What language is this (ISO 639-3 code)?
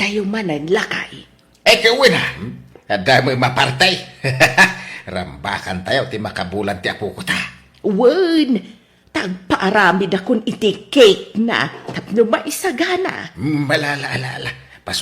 ilo